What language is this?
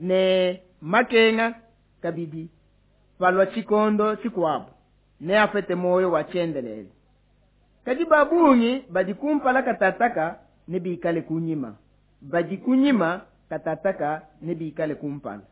Luba-Lulua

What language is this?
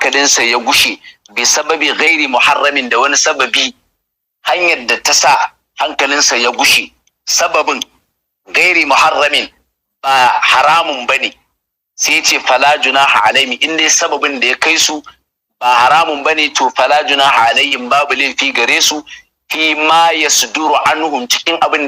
Hausa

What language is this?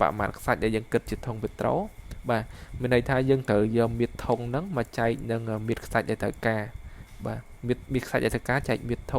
Khmer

